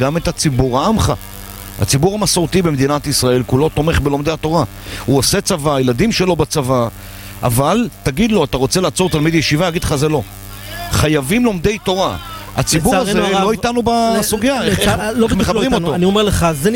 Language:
Hebrew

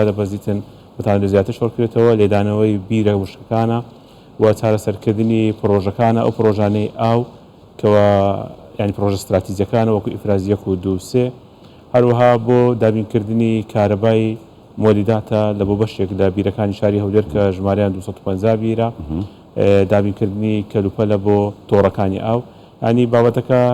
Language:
Central Kurdish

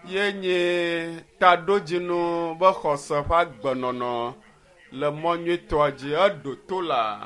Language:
Ewe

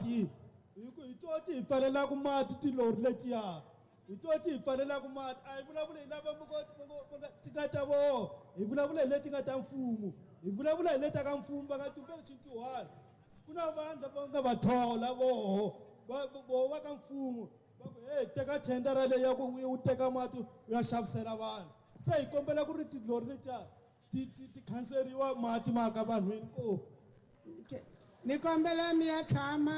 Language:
Tsonga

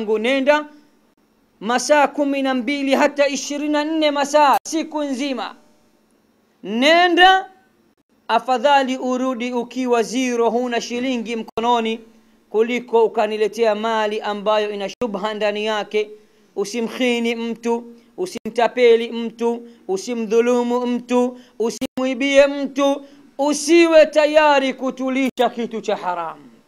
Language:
Swahili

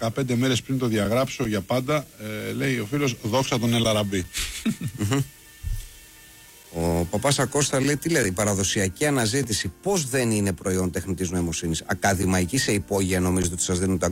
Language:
Greek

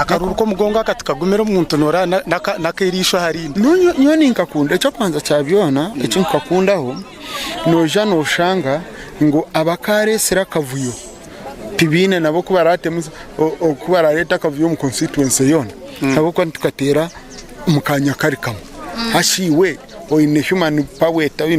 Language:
Nyankole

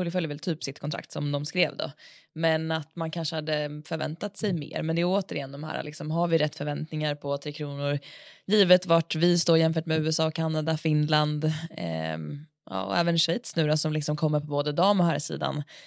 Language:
Swedish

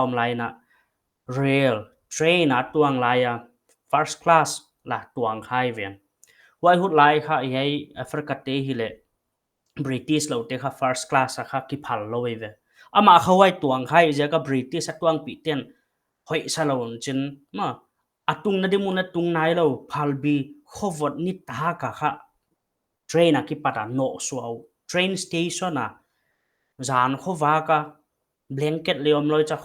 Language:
Paite Chin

